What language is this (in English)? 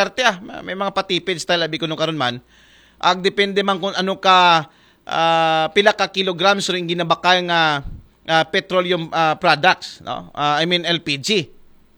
Aklanon